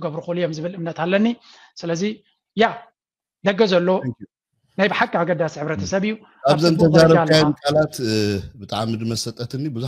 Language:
Tigrinya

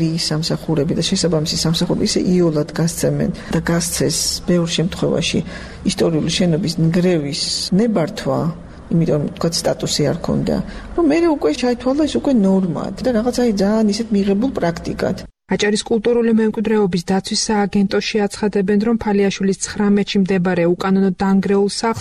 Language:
Georgian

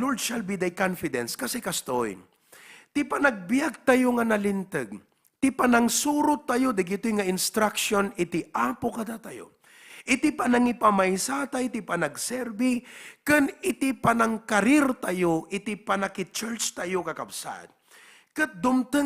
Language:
Iloko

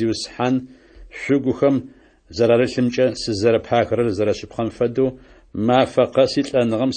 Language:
Adyghe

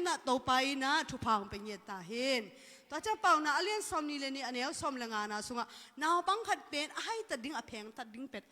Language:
Tedim Chin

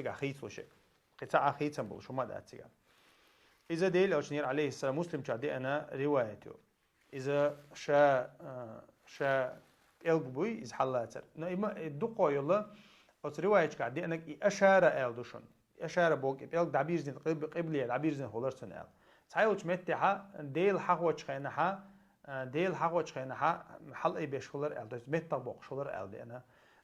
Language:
Chechen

